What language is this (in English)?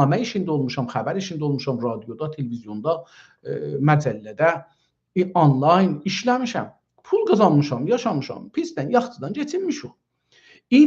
South Azerbaijani